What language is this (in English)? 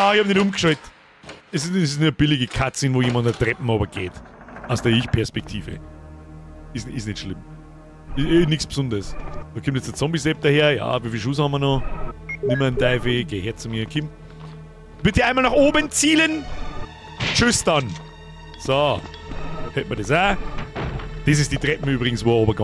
Bavarian